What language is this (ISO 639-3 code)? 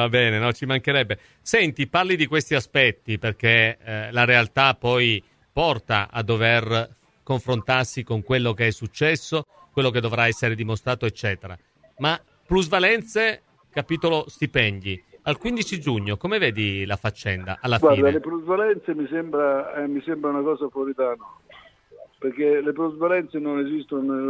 ita